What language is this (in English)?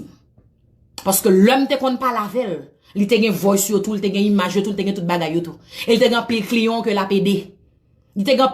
Haitian Creole